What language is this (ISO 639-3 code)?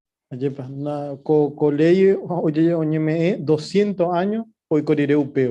grn